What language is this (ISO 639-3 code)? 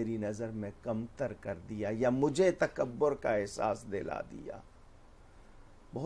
urd